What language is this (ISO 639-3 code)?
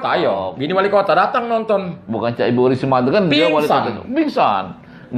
mui